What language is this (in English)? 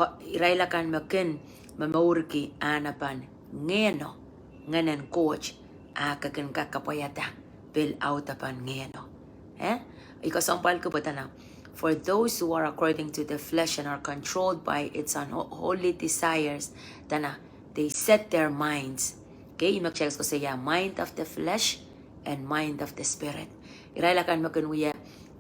Pohnpeian